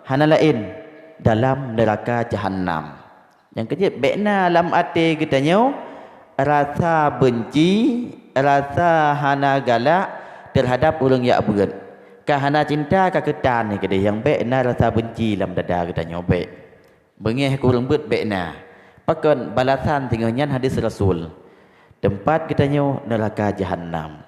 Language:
Achinese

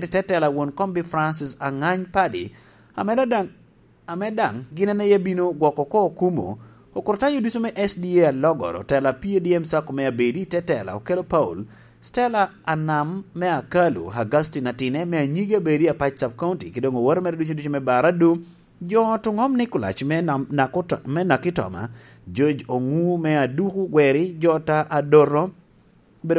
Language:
Lango (Uganda)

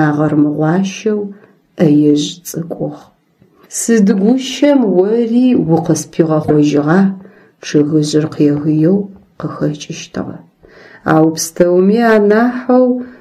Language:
Adyghe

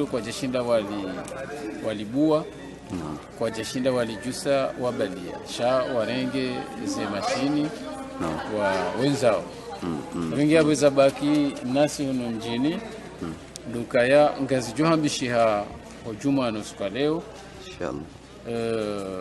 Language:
Ngazidja Comorian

